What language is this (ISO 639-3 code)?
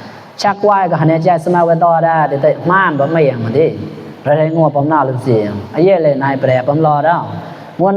mnw